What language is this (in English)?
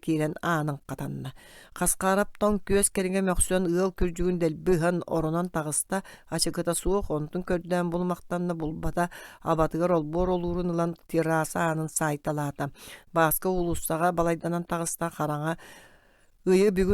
Yakut